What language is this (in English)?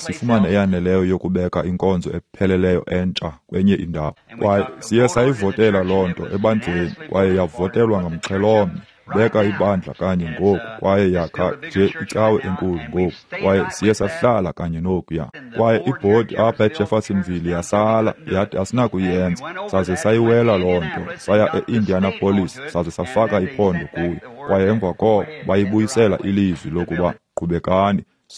Xhosa